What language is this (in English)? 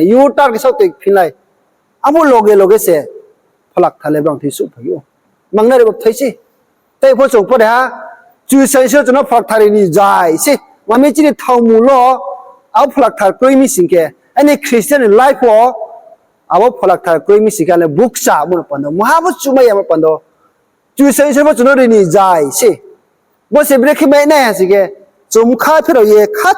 Riang (India)